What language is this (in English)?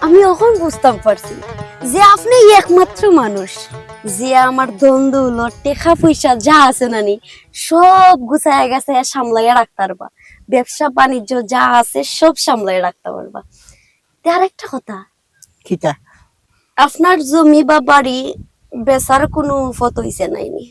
Sylheti